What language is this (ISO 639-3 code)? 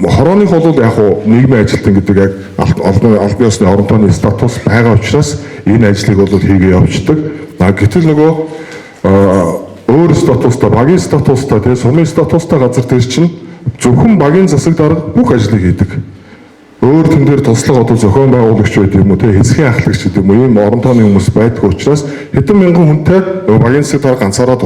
mon